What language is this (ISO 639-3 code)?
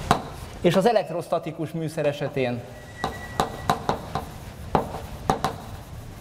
hun